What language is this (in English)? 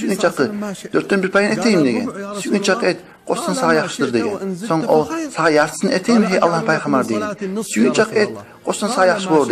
Kumyk